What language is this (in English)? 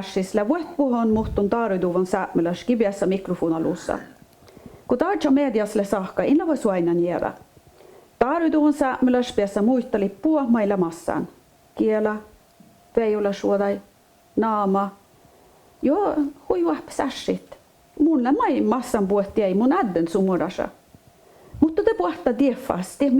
Northern Sami